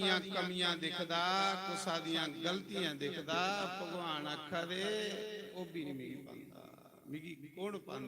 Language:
Dogri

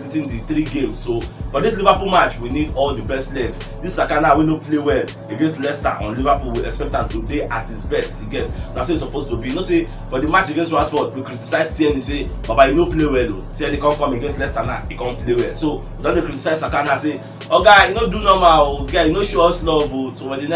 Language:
Nigerian Pidgin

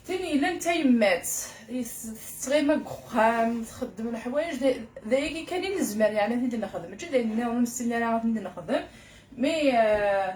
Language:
Kabyle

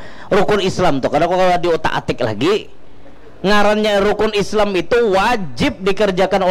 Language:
Banjar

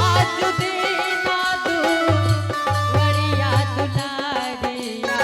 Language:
Angika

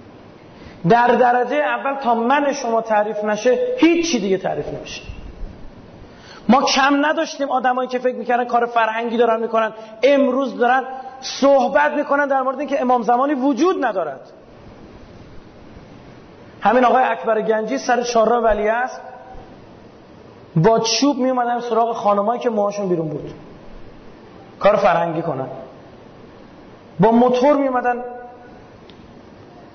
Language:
Persian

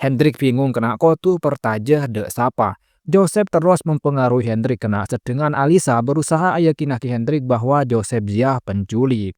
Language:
Madurese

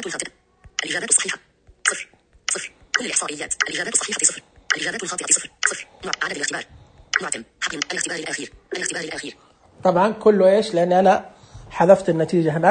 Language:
Najdi Arabic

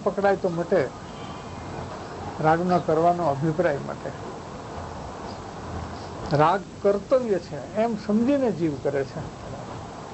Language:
Gujarati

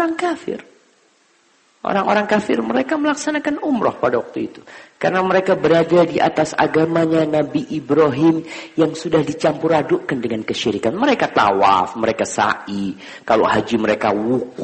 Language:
Indonesian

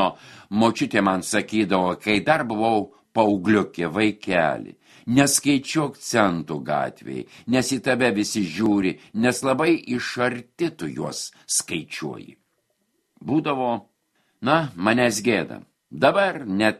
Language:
Lithuanian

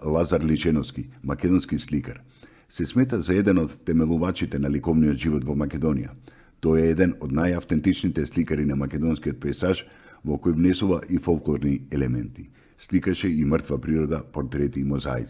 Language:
Macedonian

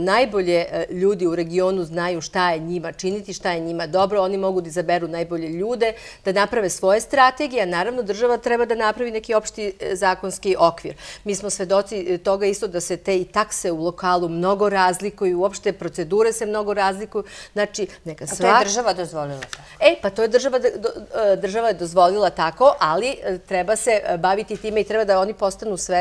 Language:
Serbian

